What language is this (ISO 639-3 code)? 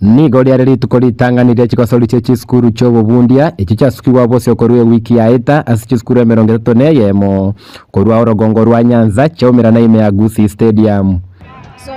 guz